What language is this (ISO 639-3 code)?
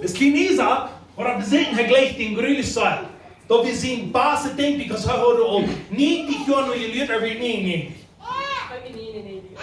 pdt